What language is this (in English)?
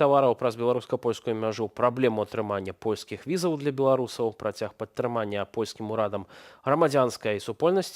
Belarusian